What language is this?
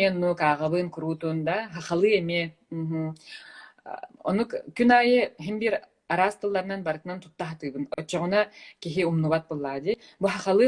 Yakut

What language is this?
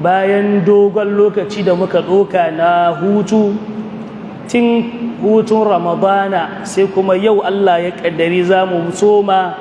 Hausa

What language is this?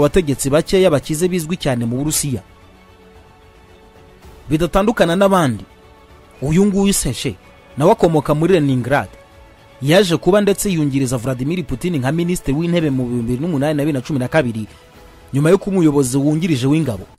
Kinyarwanda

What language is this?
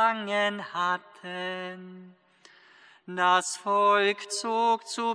German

